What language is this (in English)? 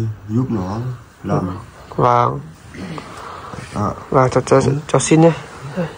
Vietnamese